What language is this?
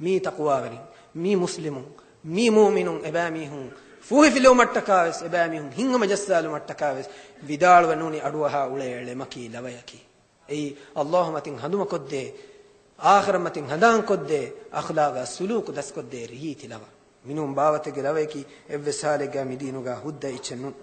Divehi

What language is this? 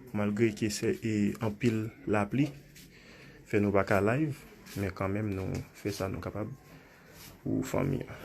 Haitian Creole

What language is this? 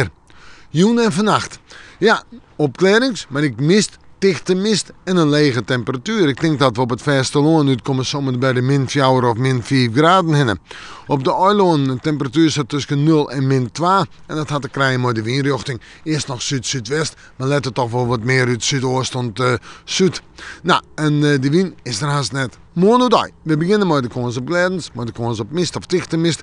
Western Frisian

